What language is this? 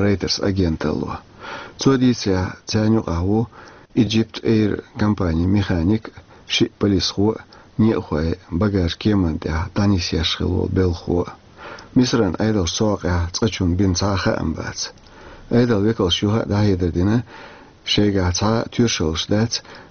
Chechen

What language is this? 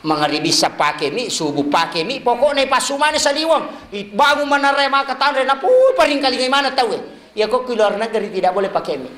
Buginese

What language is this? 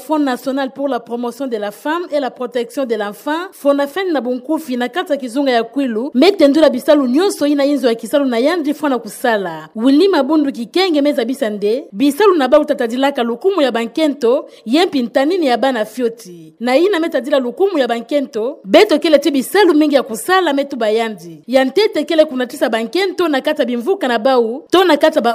Kituba (Democratic Republic of Congo)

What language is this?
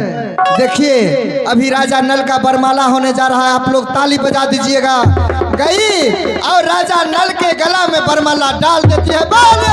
Maithili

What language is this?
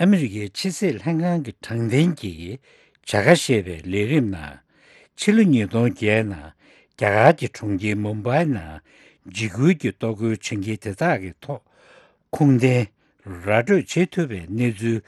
Tibetan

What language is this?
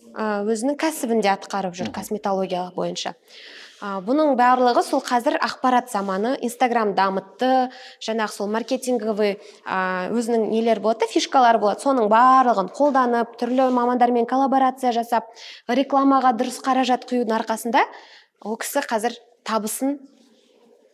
Kazakh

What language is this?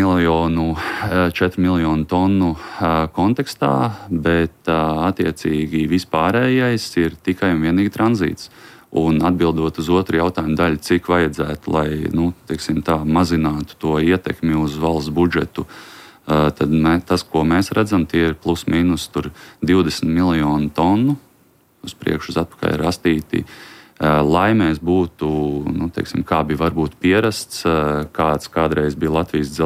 Latvian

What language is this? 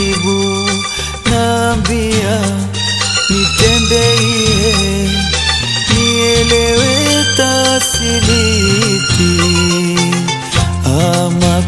Swahili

